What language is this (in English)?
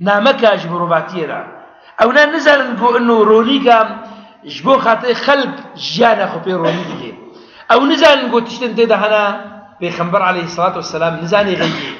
Kurdish